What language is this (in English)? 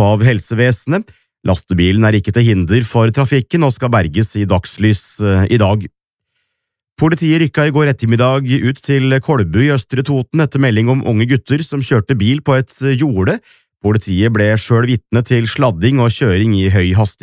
Norwegian